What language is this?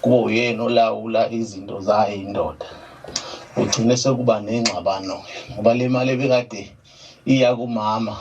Zulu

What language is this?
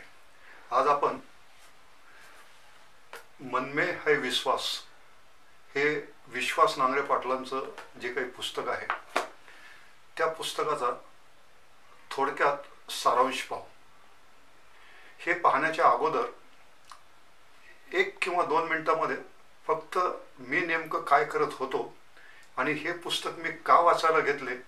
Marathi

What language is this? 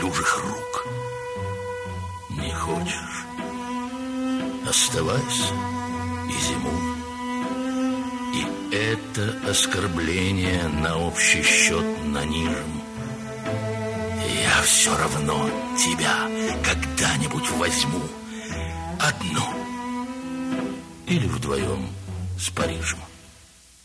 Russian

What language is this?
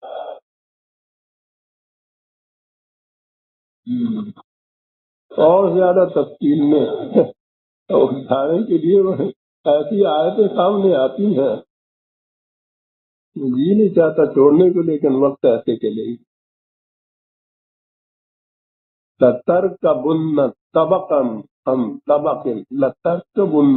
Urdu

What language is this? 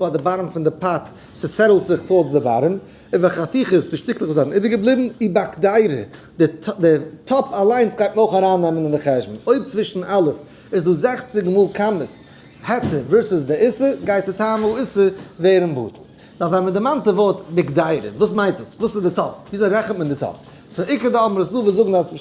Yiddish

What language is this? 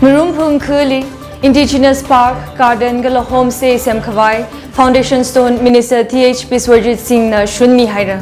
Tangkhul Naga (India)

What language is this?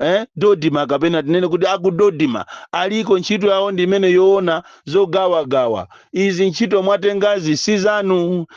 Nyanja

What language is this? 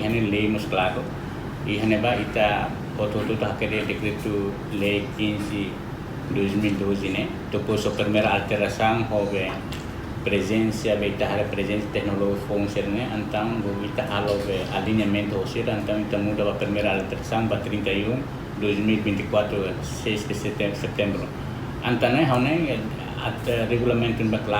Tetum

